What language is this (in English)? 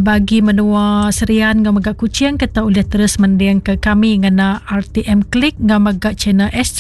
Iban